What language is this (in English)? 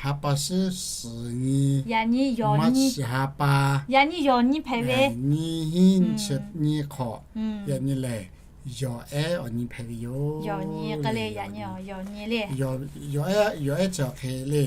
Lahu